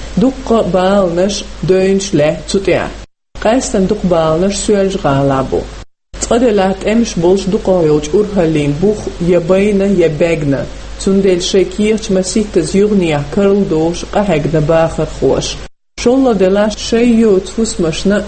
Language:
Chechen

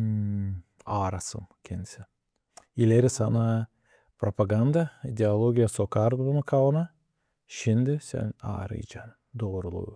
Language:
Gagauz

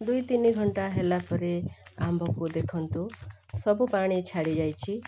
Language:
Odia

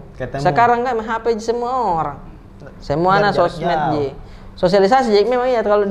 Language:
Makassar Malay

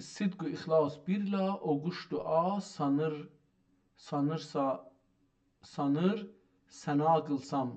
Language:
South Azerbaijani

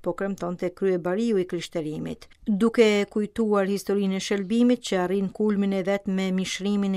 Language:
Albanian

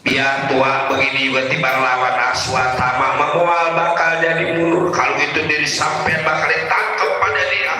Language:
Betawi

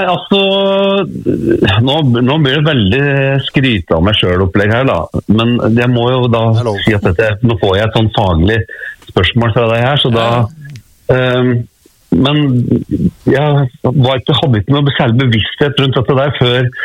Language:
Norwegian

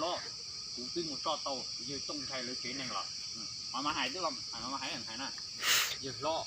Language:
Hmong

